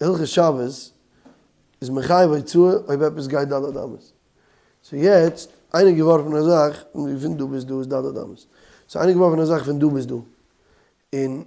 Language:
Yiddish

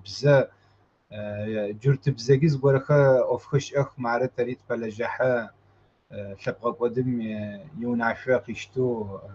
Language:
Kabardian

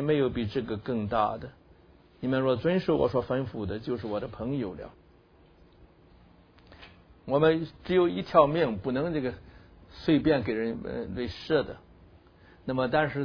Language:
Chinese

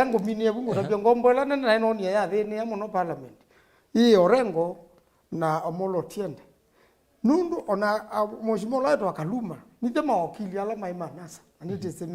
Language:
Kamba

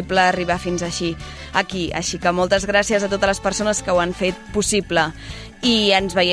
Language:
Catalan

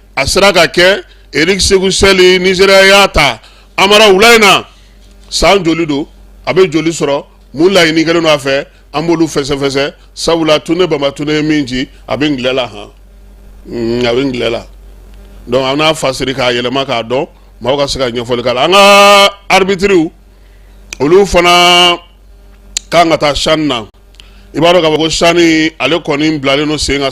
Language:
Bambara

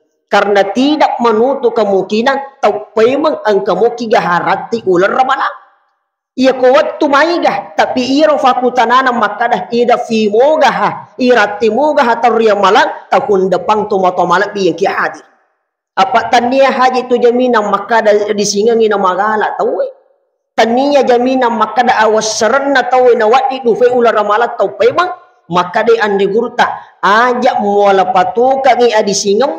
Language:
Buginese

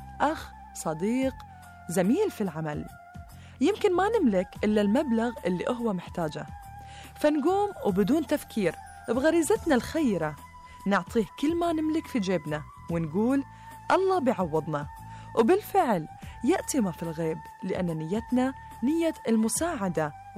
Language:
Arabic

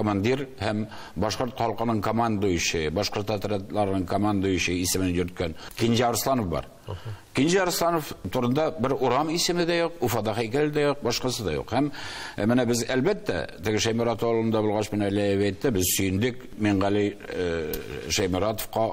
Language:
Tatar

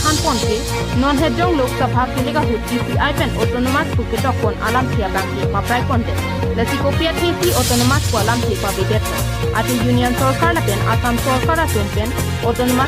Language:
Karbi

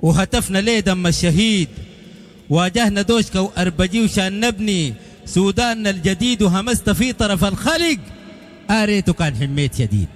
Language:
Sudanese Arabic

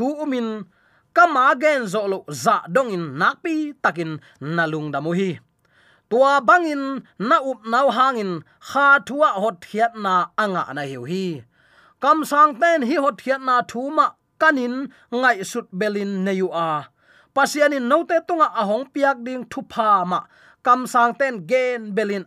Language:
Tedim Chin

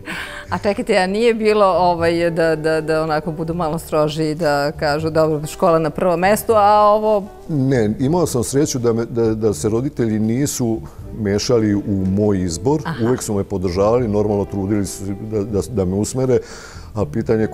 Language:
Serbian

